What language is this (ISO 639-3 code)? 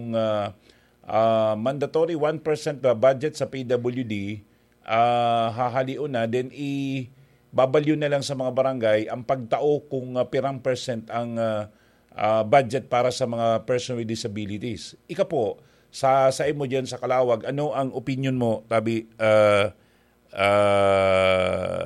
bik